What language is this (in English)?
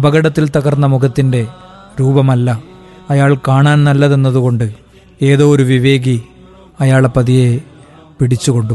Malayalam